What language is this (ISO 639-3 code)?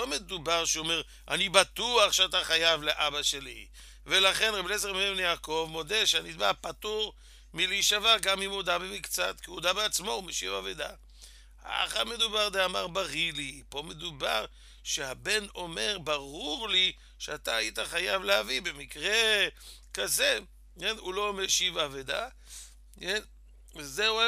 heb